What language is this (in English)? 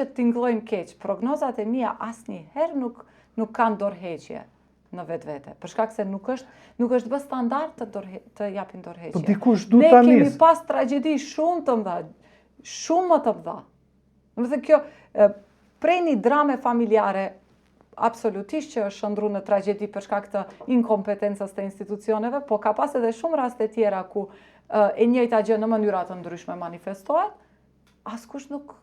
Albanian